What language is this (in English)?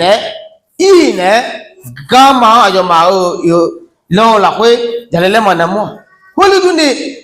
Akha